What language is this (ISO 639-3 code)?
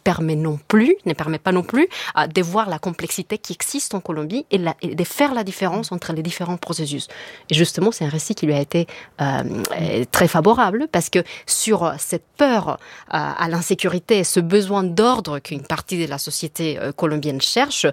fra